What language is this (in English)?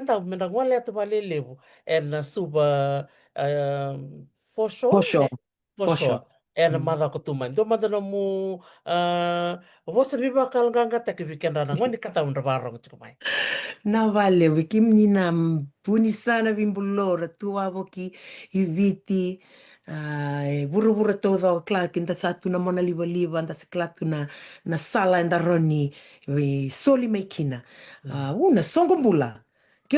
Fijian